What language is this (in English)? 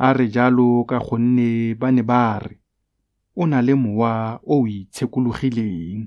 Tswana